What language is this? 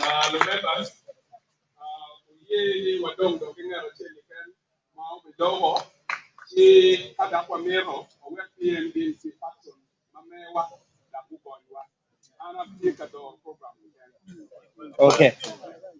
Acoli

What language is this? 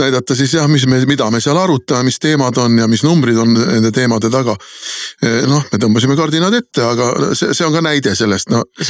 Estonian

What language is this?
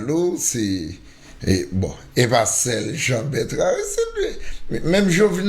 Haitian Creole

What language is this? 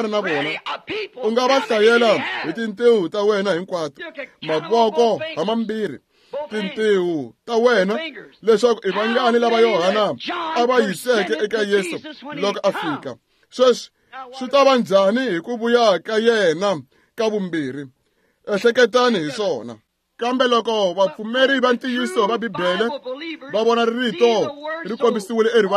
Tsonga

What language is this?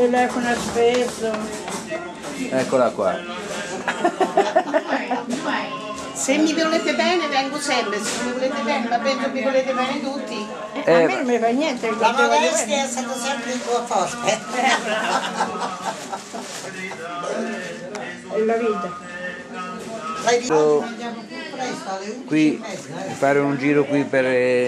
Italian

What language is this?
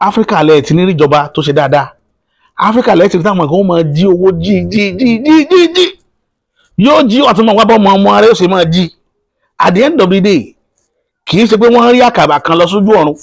Yoruba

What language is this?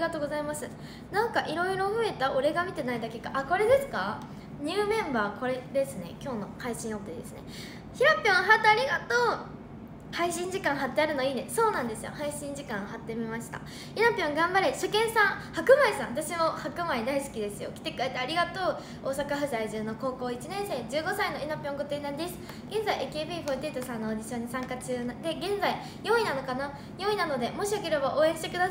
Japanese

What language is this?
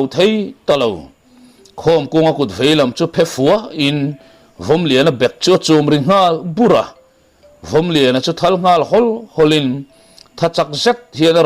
Mizo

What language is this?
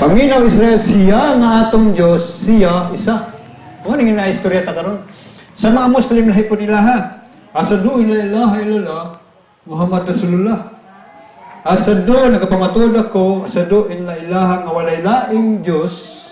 Cebuano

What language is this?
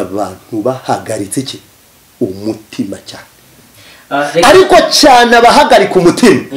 Kinyarwanda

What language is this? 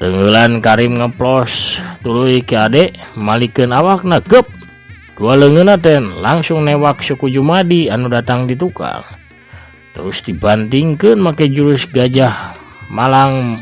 Sundanese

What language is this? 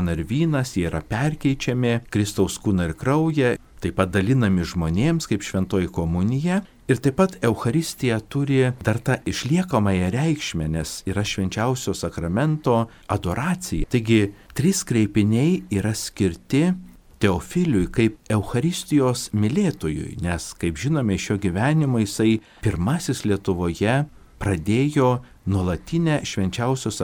Lithuanian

